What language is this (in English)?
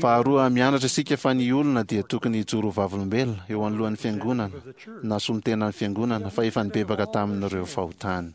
Malagasy